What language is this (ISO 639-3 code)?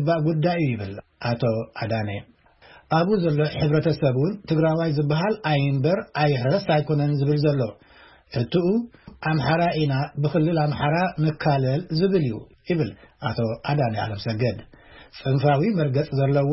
tir